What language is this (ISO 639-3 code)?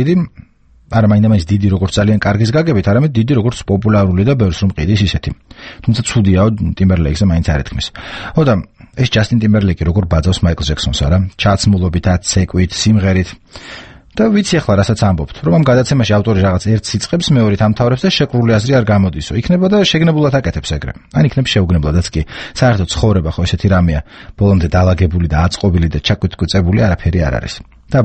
kat